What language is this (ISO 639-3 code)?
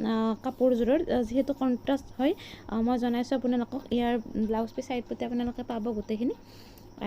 asm